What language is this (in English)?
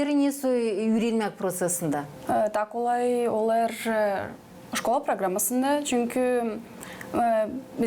Gagauz